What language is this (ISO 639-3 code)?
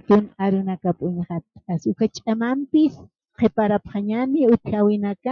aym